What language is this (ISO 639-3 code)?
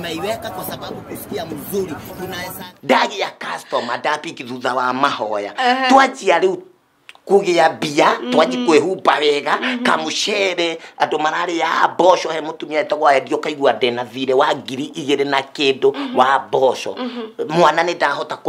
kik